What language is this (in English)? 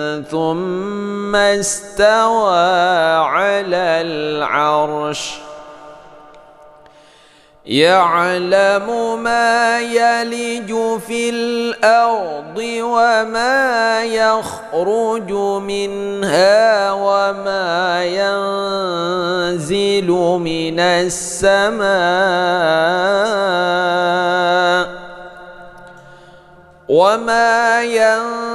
Arabic